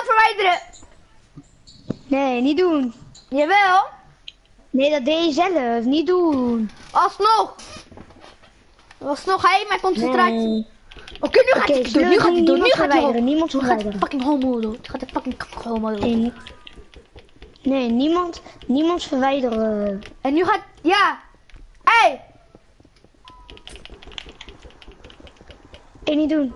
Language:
Dutch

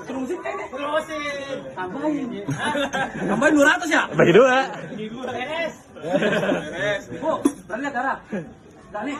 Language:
Betawi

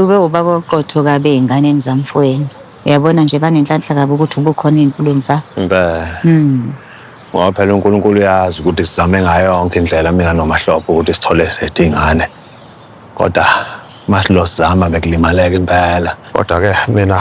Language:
Zulu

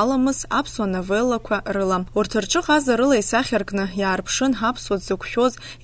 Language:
Abkhazian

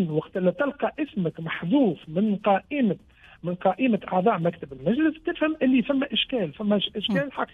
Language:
Tunisian Arabic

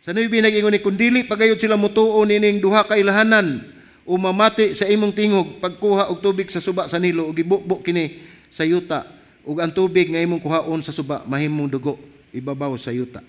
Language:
Cebuano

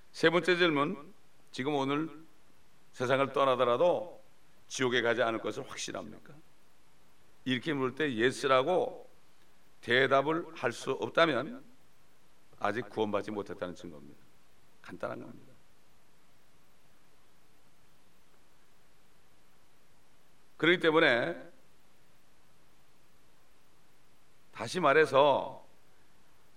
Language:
Korean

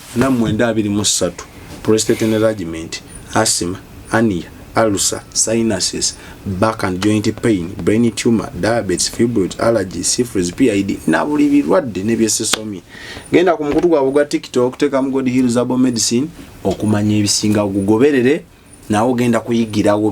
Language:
Ganda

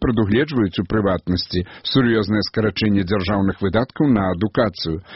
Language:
Belarusian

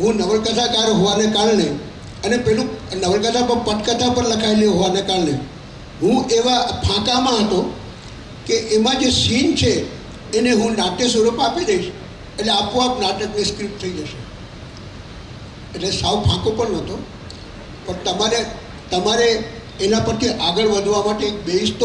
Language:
Gujarati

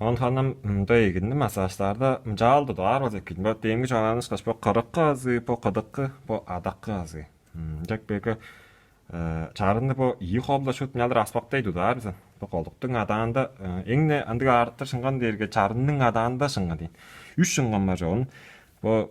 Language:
Tuvinian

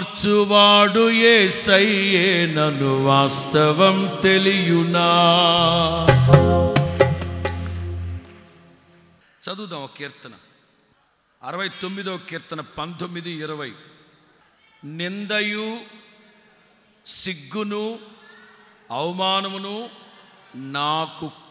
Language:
Telugu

